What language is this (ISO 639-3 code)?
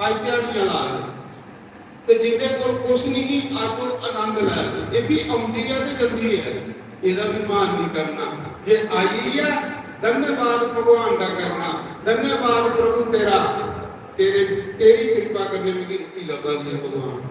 doi